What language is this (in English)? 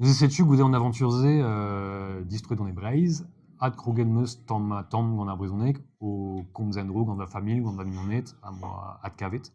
Breton